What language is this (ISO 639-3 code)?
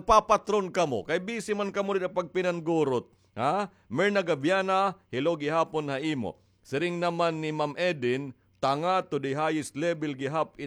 war